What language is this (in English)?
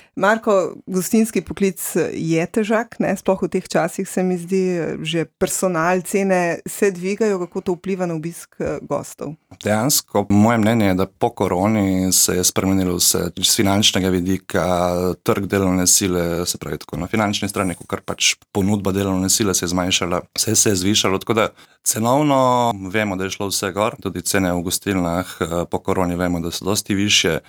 Slovenian